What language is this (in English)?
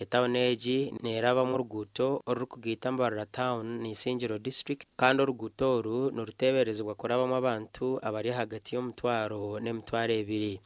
Nyankole